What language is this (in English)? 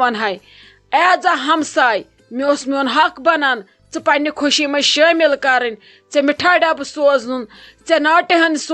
Kashmiri